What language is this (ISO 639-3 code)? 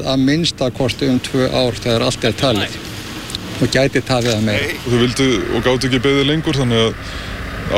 isl